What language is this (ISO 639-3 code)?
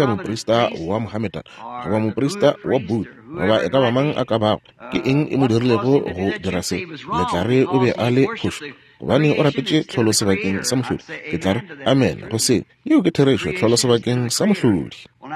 nso